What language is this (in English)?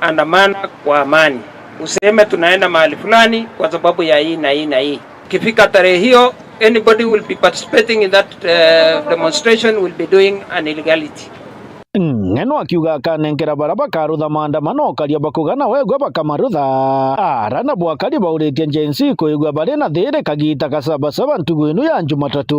Meru